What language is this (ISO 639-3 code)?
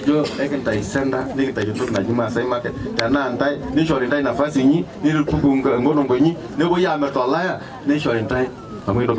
mas